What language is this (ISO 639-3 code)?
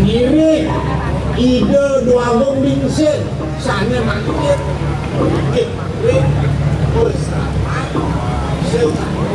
ban